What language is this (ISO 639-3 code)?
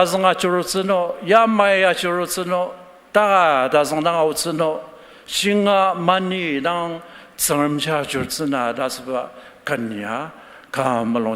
njo